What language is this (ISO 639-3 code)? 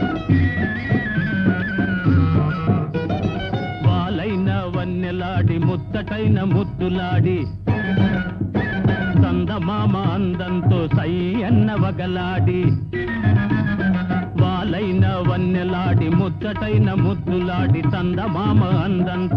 tel